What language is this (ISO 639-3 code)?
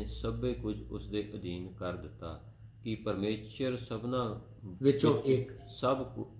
pan